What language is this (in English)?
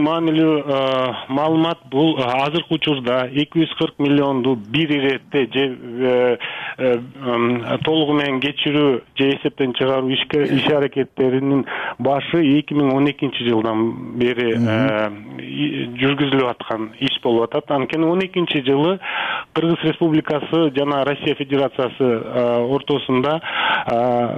Kyrgyz